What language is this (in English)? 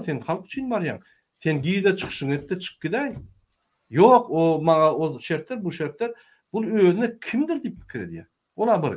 Turkmen